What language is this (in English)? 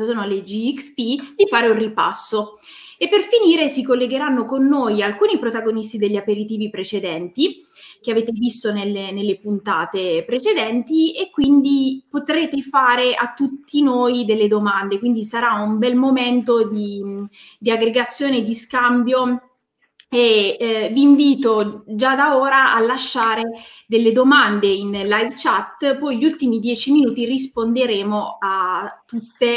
Italian